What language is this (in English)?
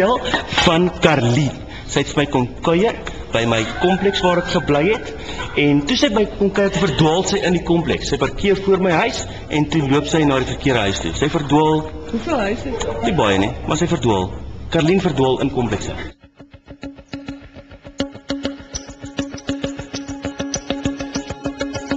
Afrikaans